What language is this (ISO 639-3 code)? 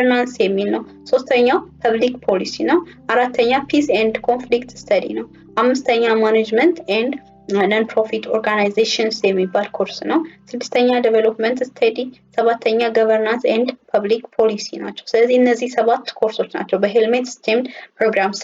amh